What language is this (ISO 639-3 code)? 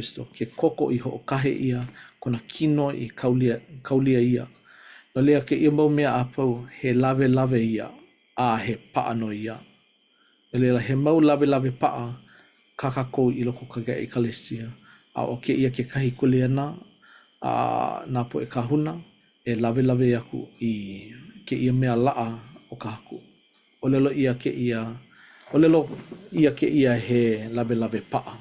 haw